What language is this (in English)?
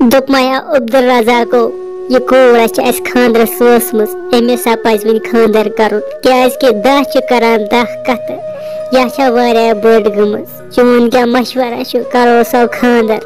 Kashmiri